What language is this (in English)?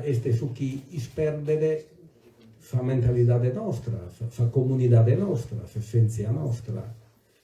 Sardinian